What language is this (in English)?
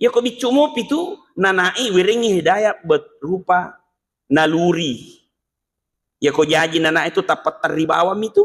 Buginese